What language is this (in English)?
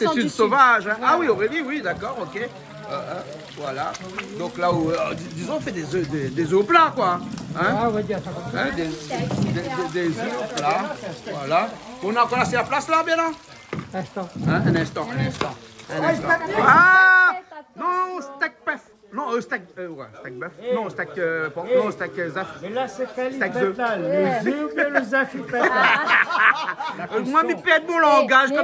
Réunion Creole French